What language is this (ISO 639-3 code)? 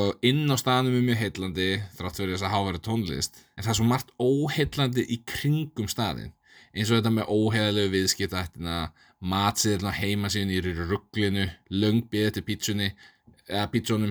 isl